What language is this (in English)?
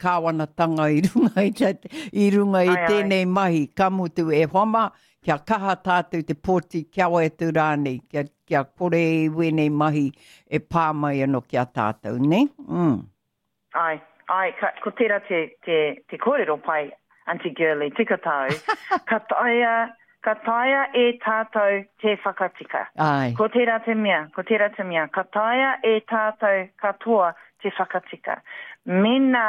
Māori